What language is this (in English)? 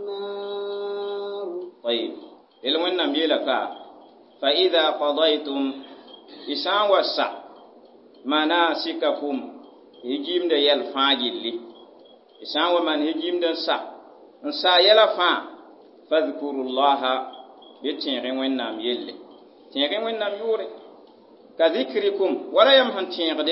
Mossi